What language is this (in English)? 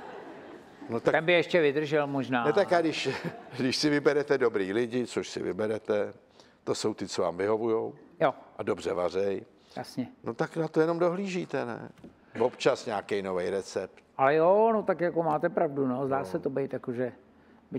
Czech